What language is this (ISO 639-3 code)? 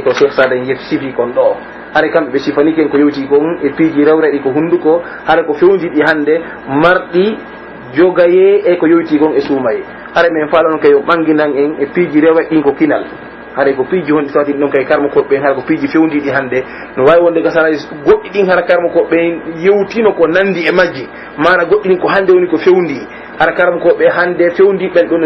fuf